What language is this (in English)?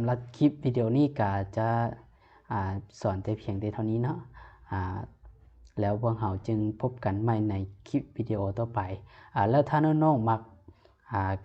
Lao